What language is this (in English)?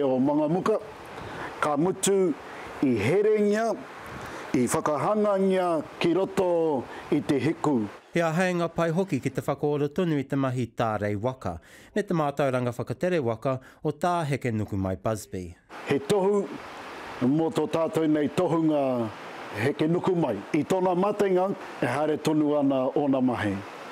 Māori